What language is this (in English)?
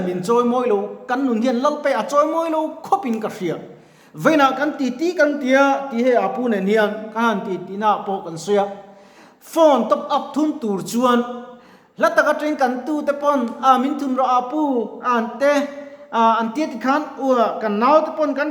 Mizo